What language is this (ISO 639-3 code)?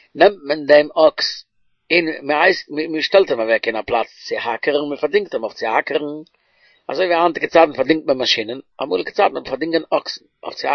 yid